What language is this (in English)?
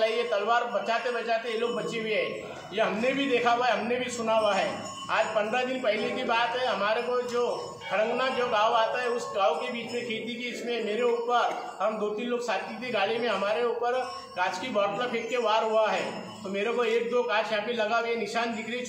Marathi